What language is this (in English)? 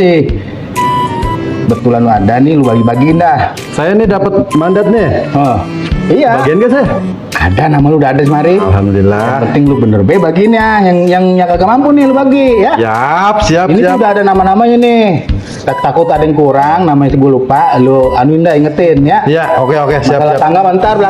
Betawi